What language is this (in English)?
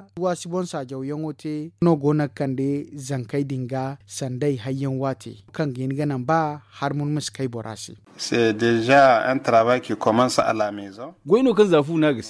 Zarma